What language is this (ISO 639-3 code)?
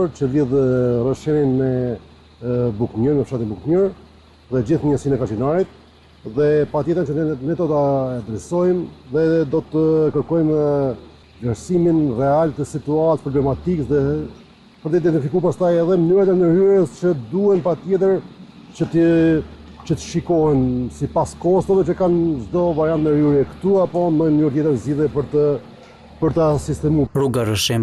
sqi